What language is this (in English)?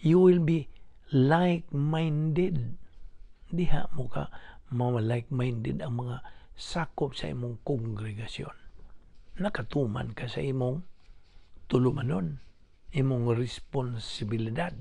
Cebuano